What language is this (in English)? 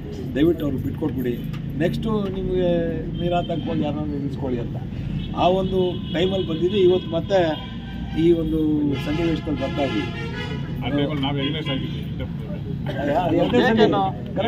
Kannada